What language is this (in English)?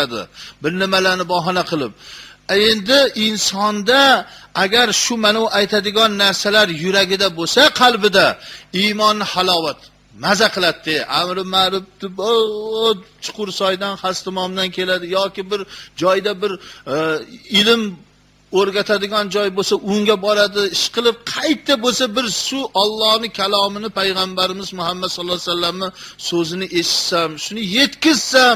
Uzbek